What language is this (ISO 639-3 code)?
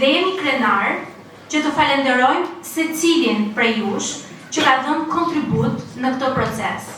sqi